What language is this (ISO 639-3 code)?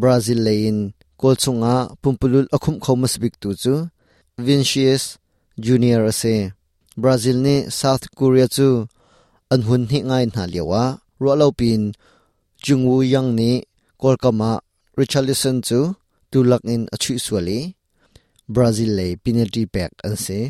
cnh